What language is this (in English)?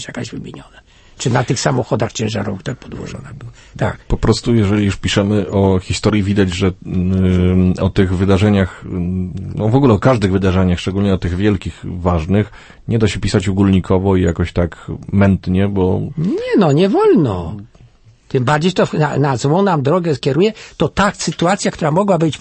Polish